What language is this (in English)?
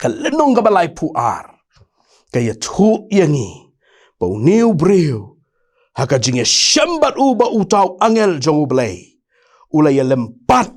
Khasi